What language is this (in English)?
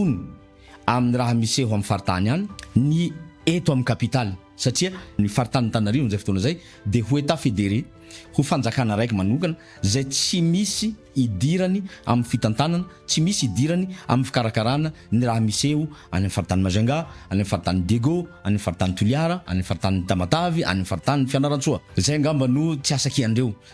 Malagasy